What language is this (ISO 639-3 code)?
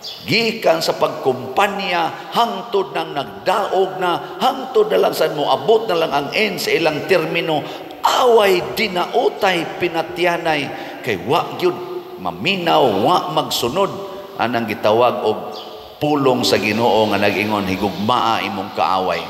ceb